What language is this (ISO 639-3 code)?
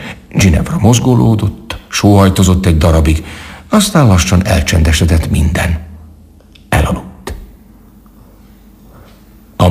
hun